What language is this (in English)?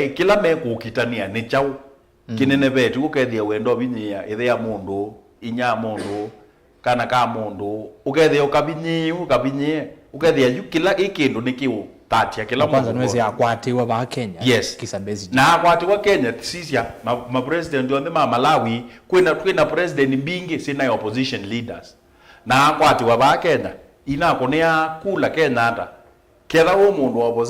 Kamba